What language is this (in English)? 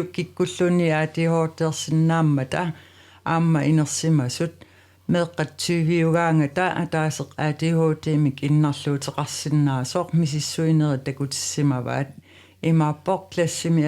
Kalaallisut